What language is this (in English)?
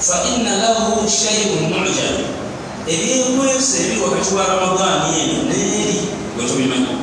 Ganda